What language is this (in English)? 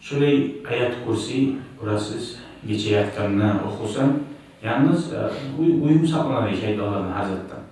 Kumyk